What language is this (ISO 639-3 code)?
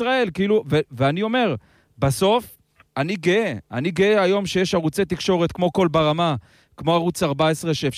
heb